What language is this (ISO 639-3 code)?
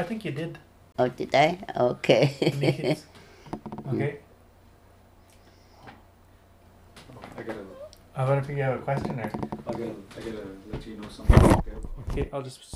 eng